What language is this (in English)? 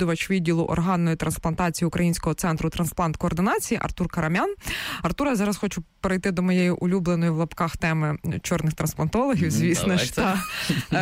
Ukrainian